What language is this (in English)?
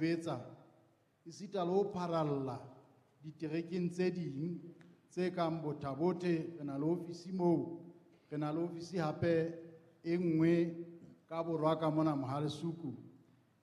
Southern Sotho